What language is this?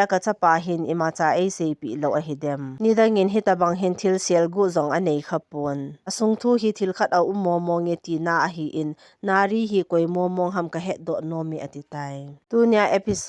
Thado Chin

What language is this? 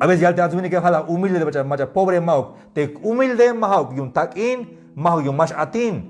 Tzeltal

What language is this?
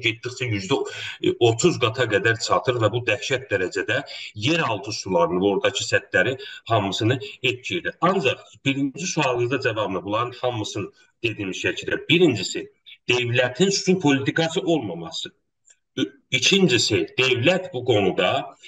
South Azerbaijani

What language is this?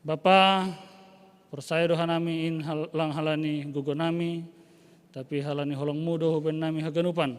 Batak Simalungun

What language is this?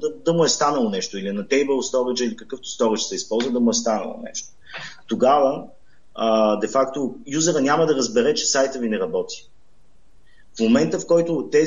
Bulgarian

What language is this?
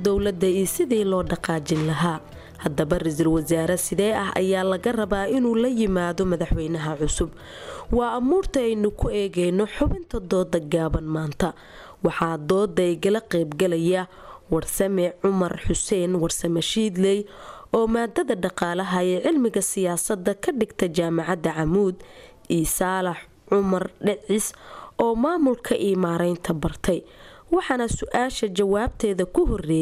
Somali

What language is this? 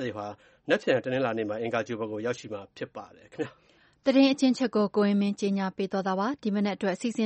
Burmese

